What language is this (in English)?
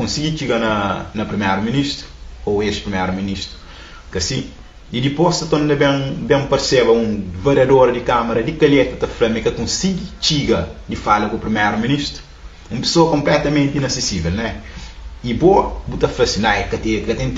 Kabuverdianu